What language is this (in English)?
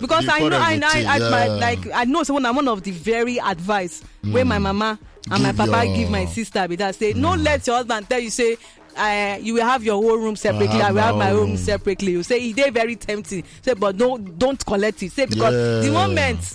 Nigerian Pidgin